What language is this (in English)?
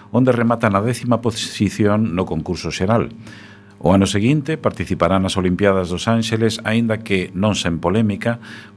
Galician